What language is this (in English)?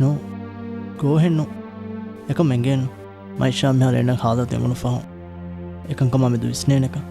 Divehi